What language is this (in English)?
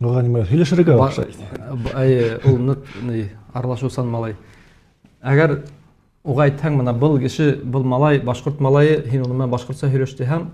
Bashkir